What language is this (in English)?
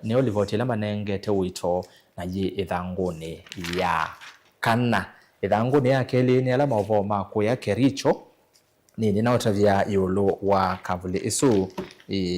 Kamba